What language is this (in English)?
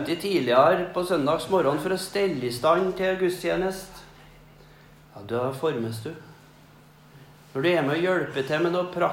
Norwegian